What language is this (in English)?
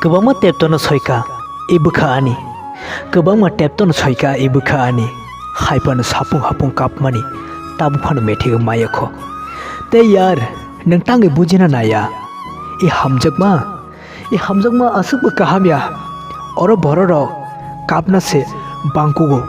Kok Borok